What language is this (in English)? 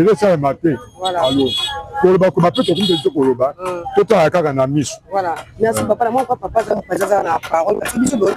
Lingala